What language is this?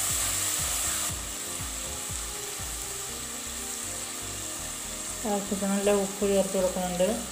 Malayalam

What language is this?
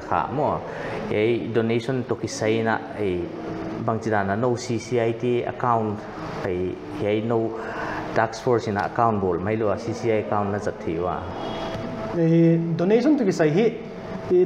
Paite Chin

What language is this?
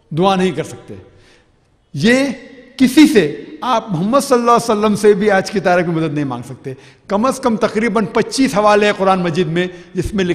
Urdu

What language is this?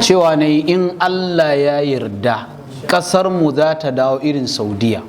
Hausa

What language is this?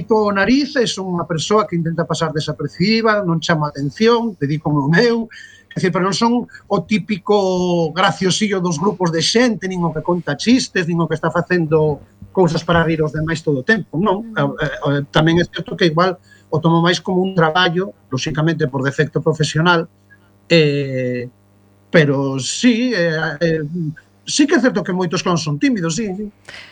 Galician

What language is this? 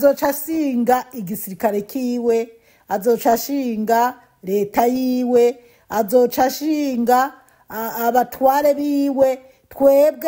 Rundi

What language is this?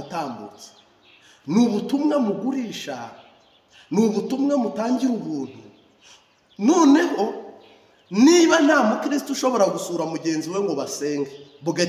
Kinyarwanda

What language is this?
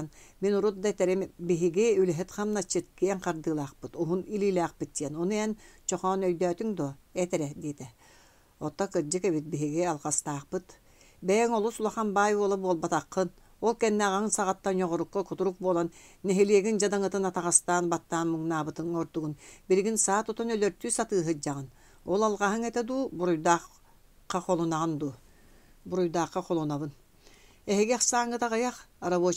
Yakut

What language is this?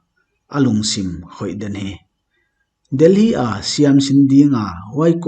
Paite Chin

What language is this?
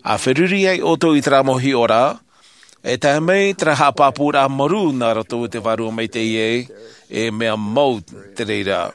Tahitian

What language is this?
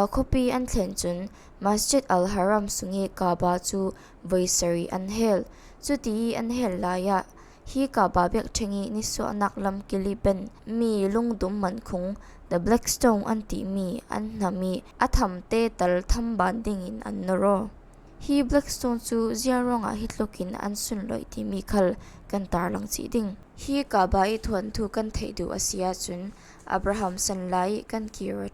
Falam Chin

